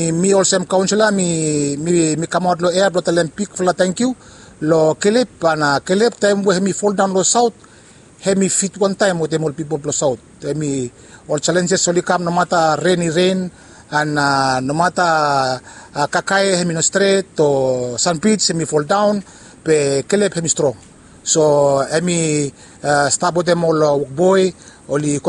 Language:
Bislama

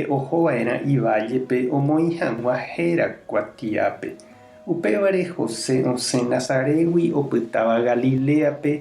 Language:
Guarani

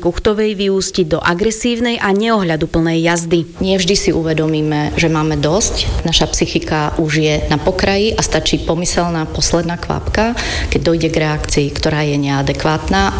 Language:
Slovak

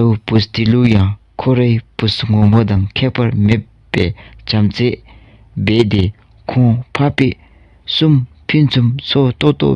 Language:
Dzongkha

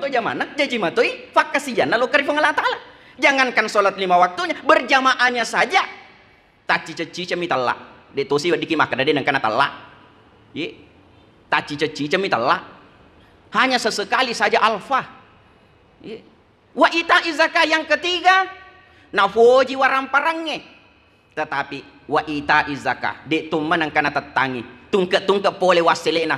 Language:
Buginese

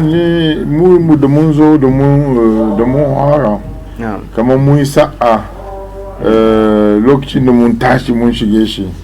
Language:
Hausa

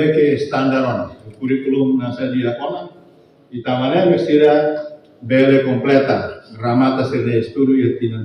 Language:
Tetum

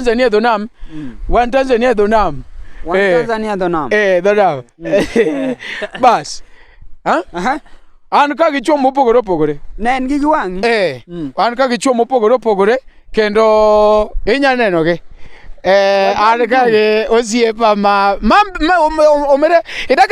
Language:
Luo (Kenya and Tanzania)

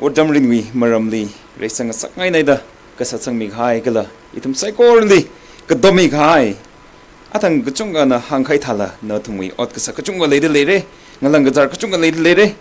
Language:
Tangkhul Naga (India)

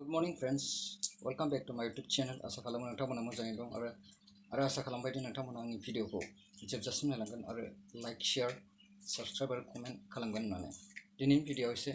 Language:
Bodo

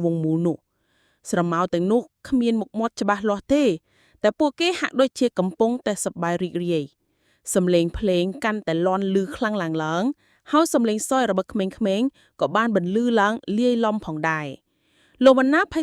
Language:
Khmer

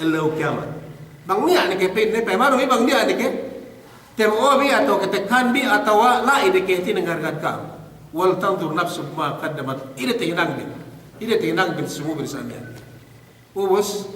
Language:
Yakan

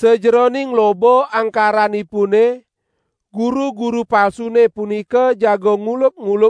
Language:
Balinese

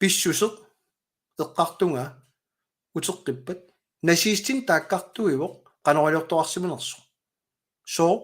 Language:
Kalaallisut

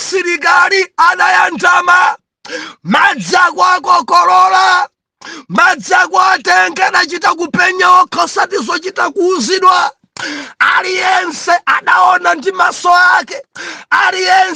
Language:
Nyanja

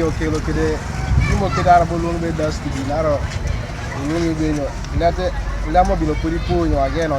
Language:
Teso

